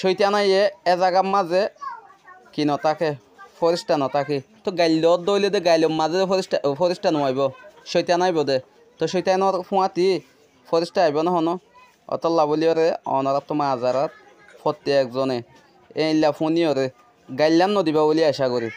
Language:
Rohingya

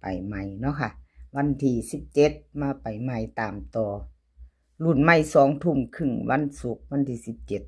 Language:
Lao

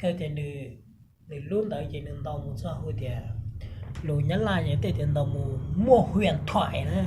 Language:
Hmong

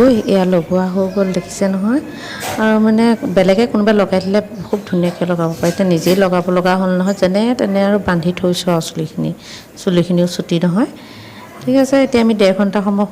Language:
Assamese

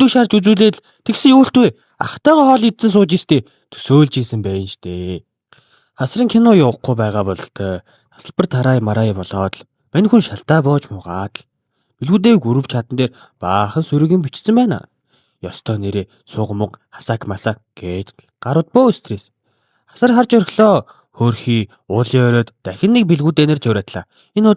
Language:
Mongolian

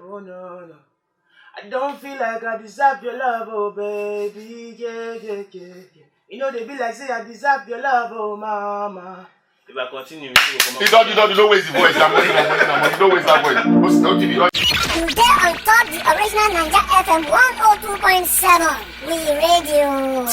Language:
Nigerian Pidgin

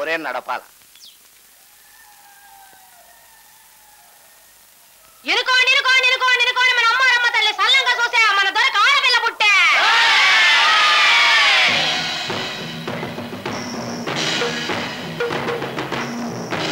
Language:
Telugu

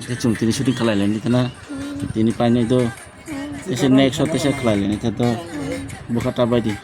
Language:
Kok Borok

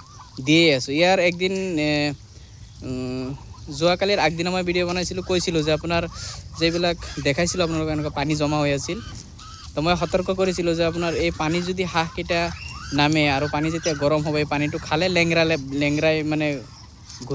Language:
Assamese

